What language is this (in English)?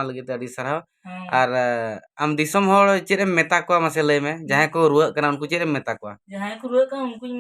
Santali